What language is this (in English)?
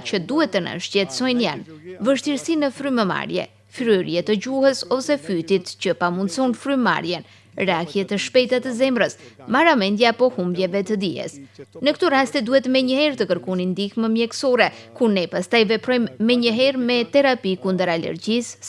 Albanian